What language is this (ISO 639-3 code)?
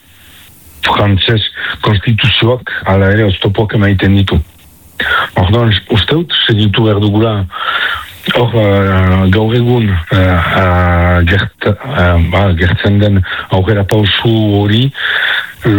eus